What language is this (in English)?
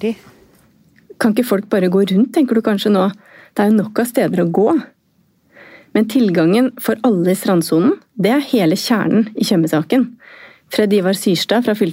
Norwegian